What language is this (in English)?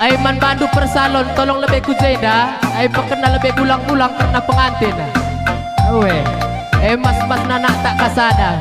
Batak Karo